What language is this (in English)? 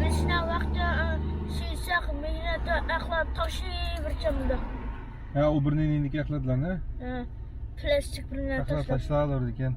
Uyghur